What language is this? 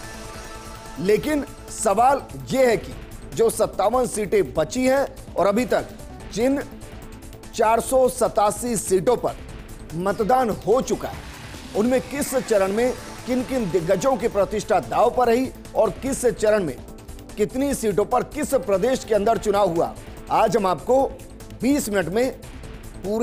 Hindi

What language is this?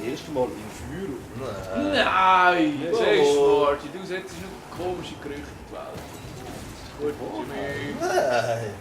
Swiss German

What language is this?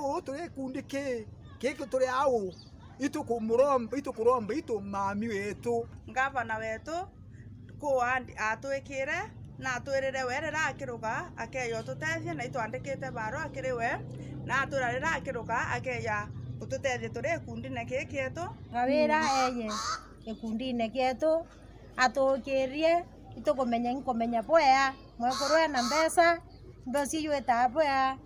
Meru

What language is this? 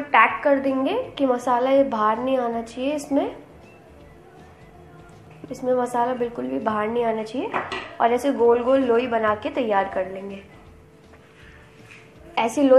Hindi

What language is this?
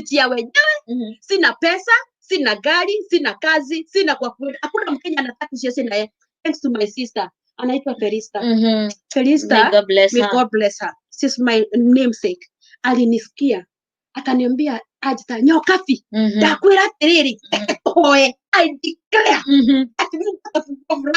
Kikuyu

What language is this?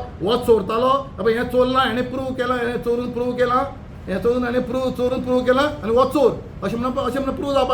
Konkani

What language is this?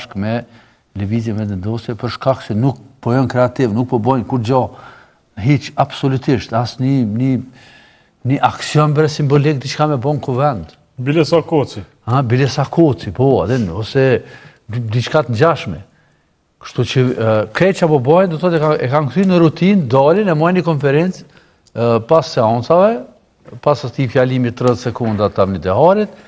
Albanian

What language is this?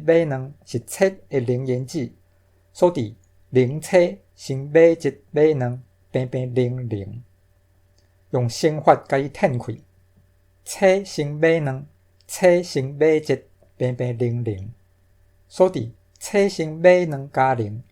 Min Nan Chinese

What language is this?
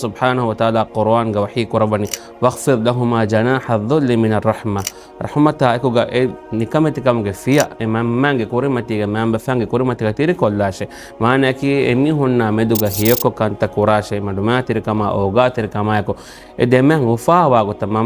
Divehi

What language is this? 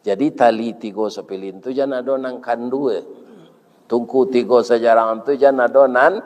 Minangkabau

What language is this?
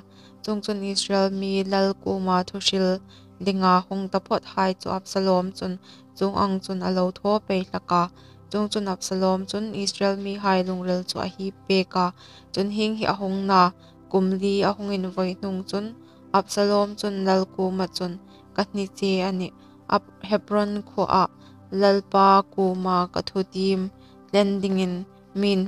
Hmar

